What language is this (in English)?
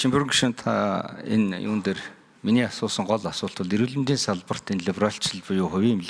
Mongolian